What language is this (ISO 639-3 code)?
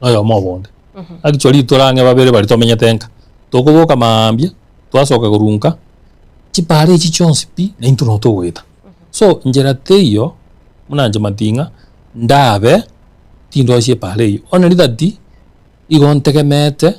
guz